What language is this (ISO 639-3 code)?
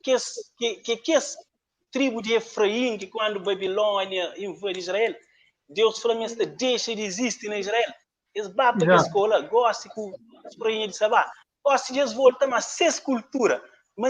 kea